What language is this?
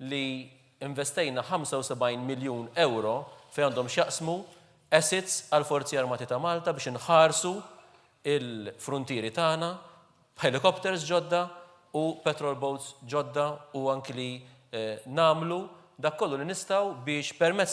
Maltese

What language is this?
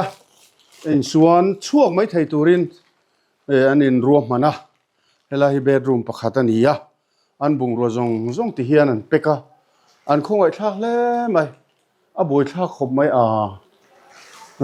Mizo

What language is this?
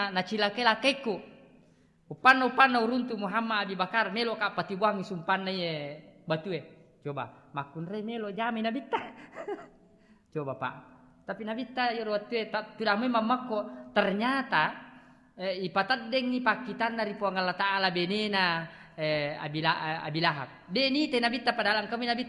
Buginese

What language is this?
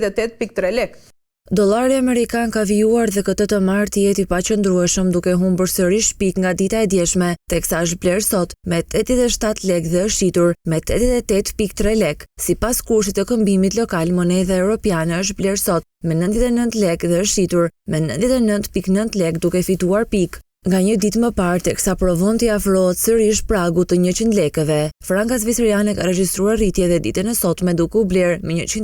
Albanian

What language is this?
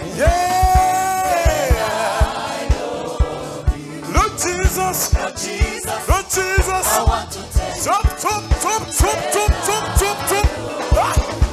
Kinyarwanda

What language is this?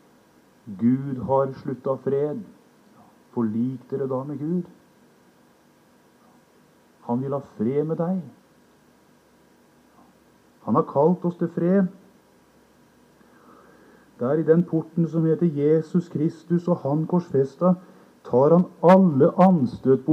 Norwegian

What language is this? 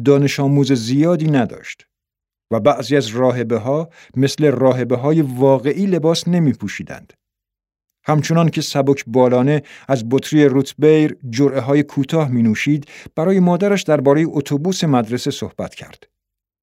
Persian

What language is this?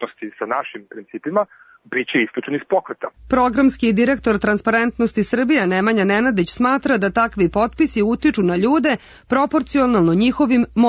Serbian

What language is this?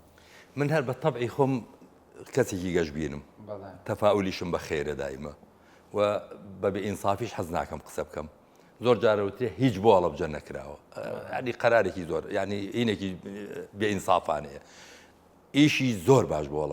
Central Kurdish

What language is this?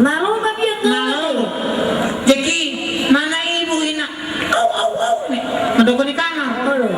Batak Toba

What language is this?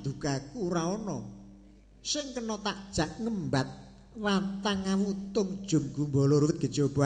Javanese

